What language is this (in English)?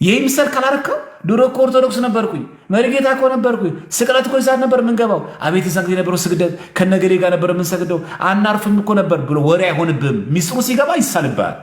Amharic